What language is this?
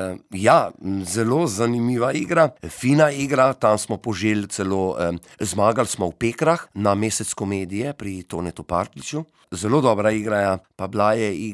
Slovenian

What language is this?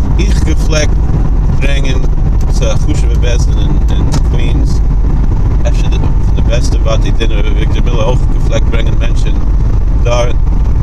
Yiddish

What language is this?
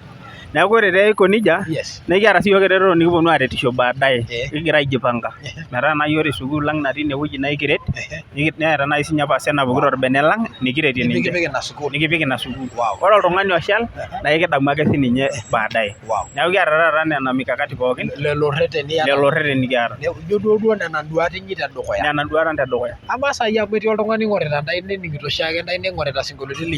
Masai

